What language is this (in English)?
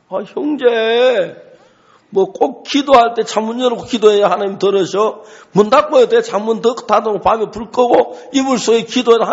Korean